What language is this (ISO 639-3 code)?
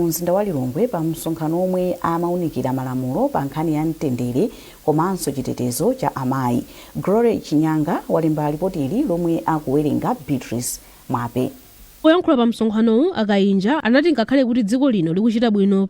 nya